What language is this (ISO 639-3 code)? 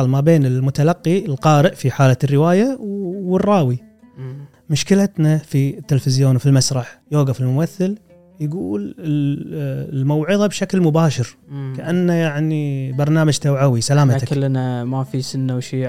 afb